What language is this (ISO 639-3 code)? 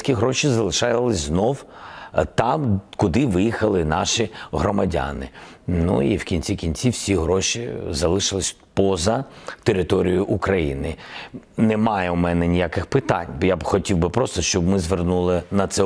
ukr